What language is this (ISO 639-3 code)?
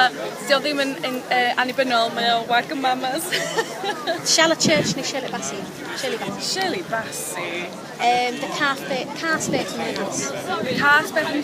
cym